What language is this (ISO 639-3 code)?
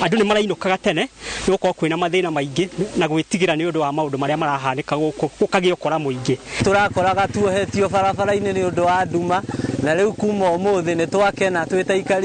kik